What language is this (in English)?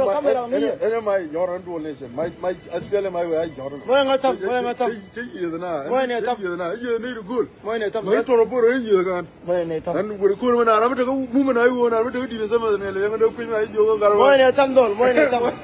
Nuer